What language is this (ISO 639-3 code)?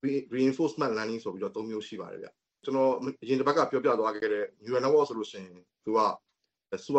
mya